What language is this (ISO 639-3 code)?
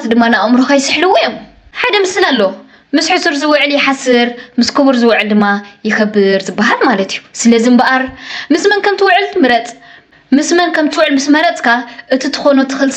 tir